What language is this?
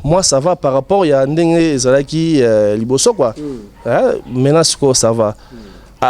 Lingala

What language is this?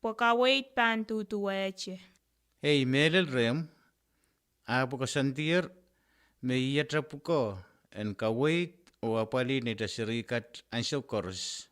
Pohnpeian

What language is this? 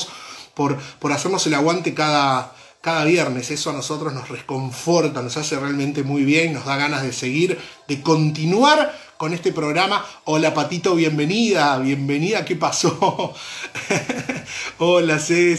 Spanish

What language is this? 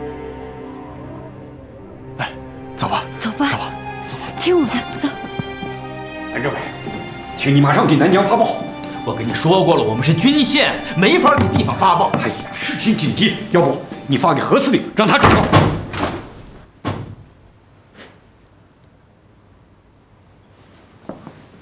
Chinese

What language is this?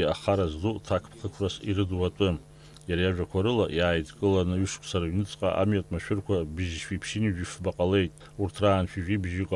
Abkhazian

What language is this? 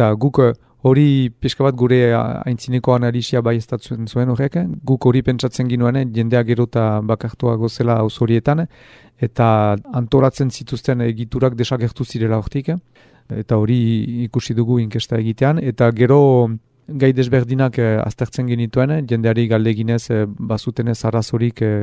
Basque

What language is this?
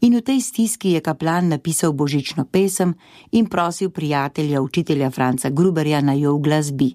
Slovenian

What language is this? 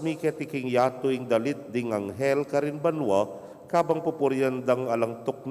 Pampanga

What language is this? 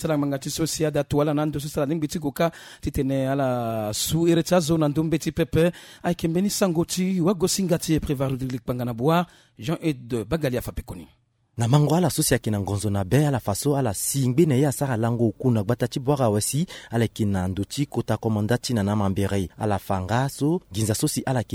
Sango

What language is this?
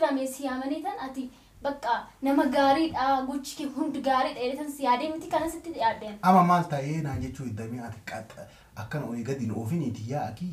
Oromo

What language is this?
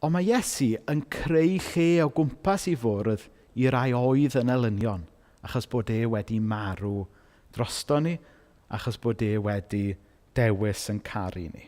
Welsh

